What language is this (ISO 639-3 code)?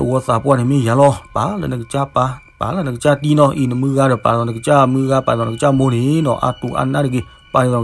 ksw